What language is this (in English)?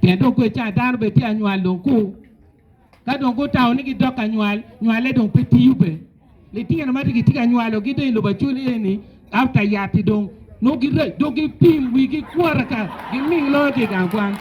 Acoli